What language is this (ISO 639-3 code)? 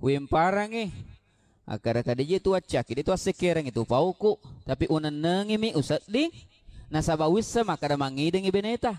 bug